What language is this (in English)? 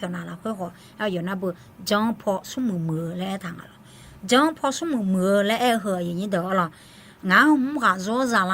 Akha